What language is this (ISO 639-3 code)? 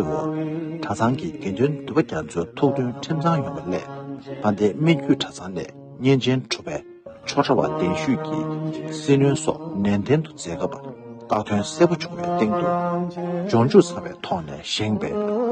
bod